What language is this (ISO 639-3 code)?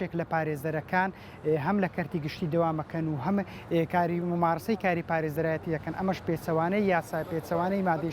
ckb